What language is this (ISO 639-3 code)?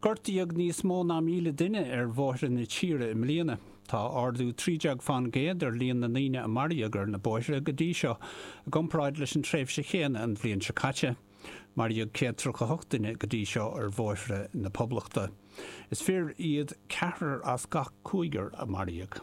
gle